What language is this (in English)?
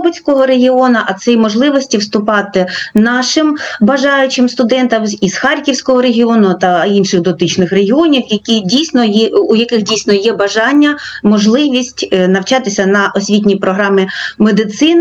Ukrainian